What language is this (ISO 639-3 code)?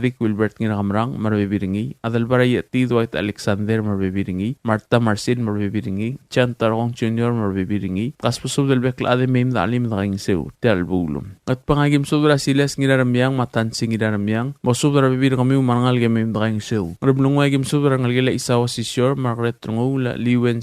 pau